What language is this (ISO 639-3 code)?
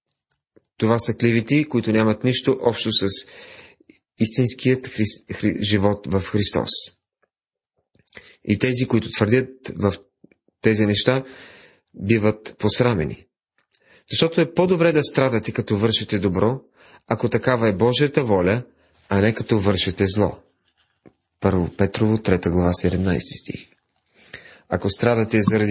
bul